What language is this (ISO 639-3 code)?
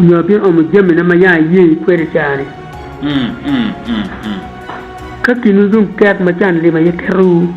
ach